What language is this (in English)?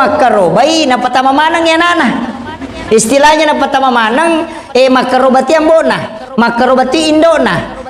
Buginese